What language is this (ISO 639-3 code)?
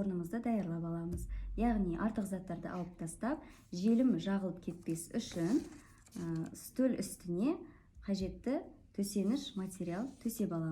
kaz